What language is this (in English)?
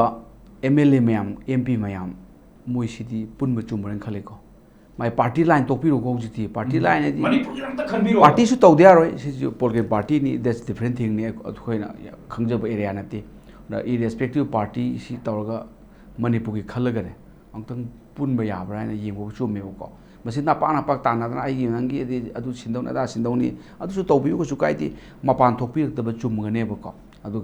Manipuri